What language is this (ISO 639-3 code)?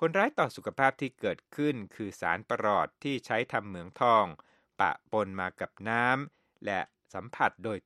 tha